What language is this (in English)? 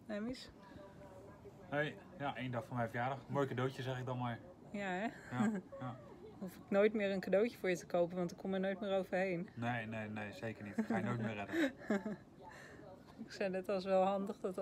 Dutch